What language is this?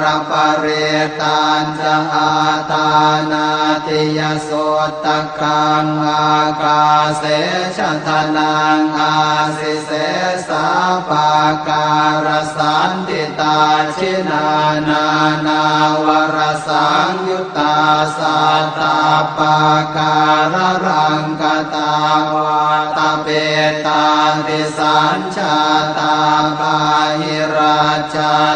Pali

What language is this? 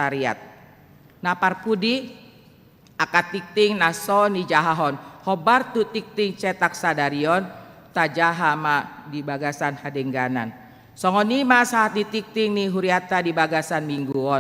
Batak Toba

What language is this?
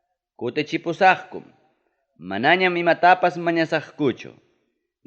Ayacucho Quechua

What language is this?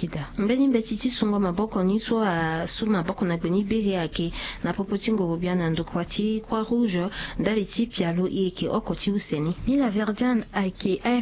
Sango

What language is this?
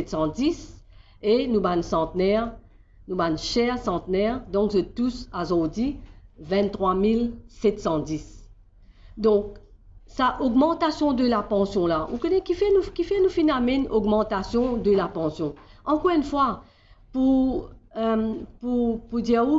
Morisyen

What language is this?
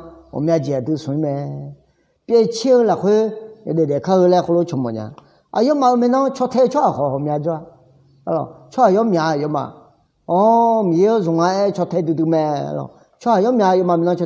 Akha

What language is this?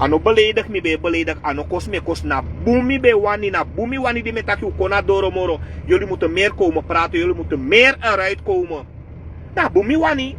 Sranan Tongo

